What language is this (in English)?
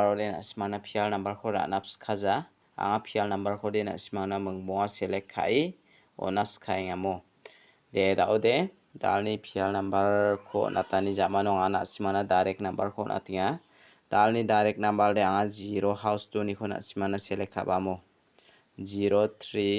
Garo